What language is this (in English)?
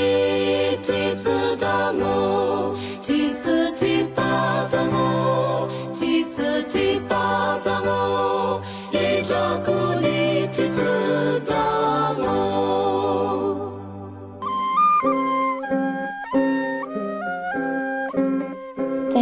Lisu